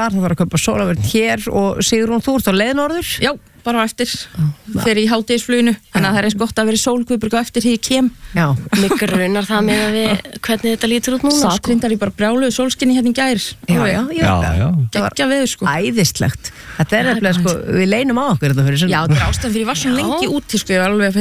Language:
Icelandic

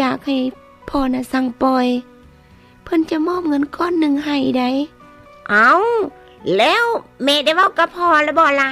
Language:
Lao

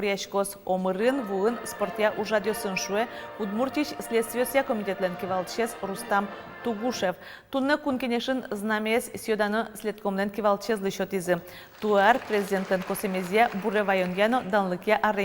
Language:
Udmurt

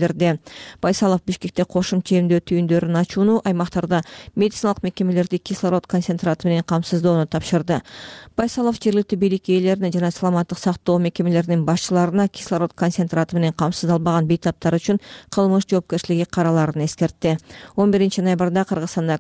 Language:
Kyrgyz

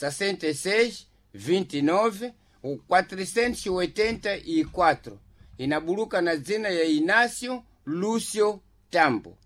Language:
Sena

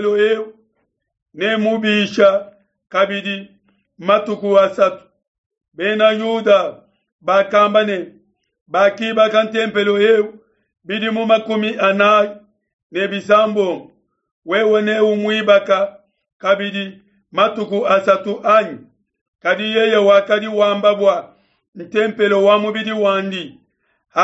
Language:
Luba-Lulua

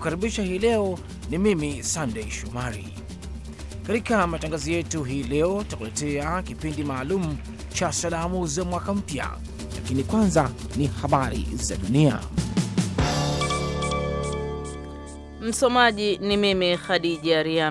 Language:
Swahili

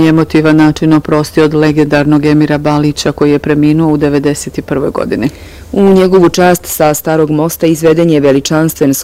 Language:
Bosnian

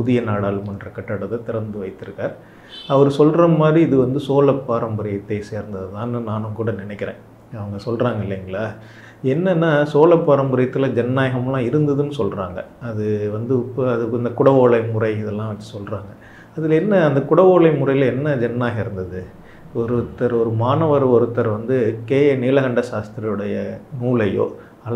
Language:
Tamil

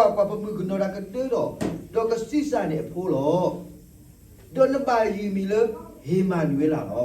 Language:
S'gaw Karen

